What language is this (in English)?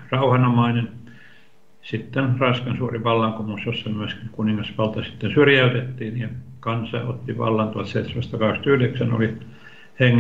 Finnish